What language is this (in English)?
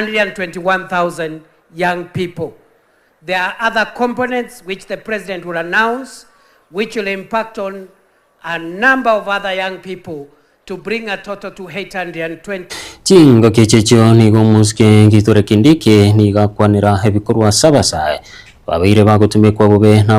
Gusii